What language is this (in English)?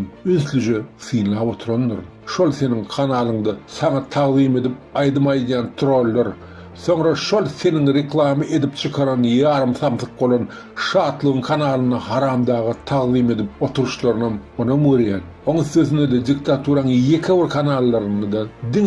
Turkmen